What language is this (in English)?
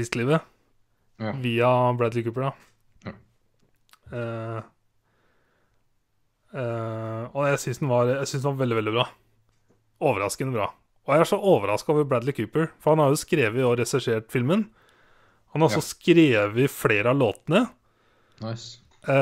Norwegian